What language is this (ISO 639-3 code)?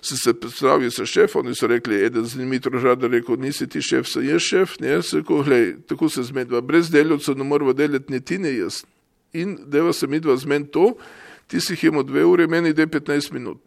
slv